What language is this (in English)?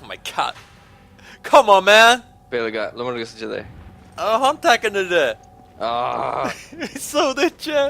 Faroese